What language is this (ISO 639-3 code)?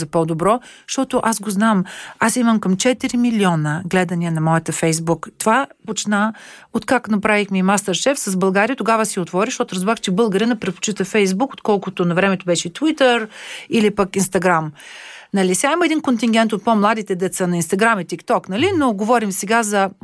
bul